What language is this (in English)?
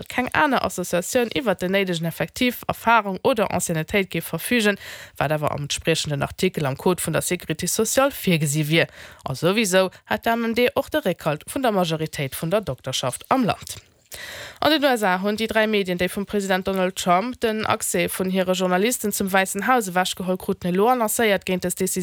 Luxembourgish